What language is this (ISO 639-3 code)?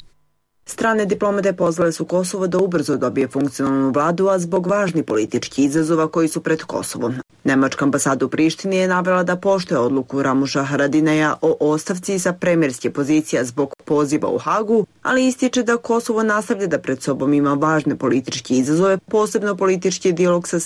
srp